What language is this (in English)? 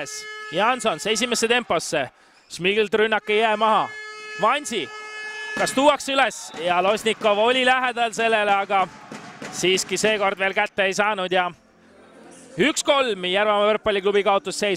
Estonian